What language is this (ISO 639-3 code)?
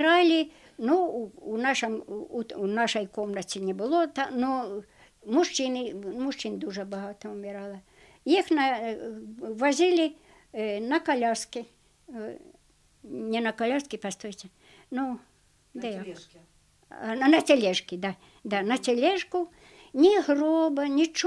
bel